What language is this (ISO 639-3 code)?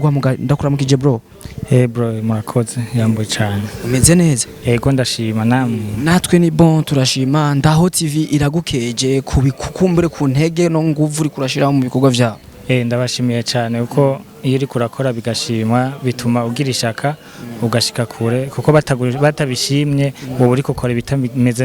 run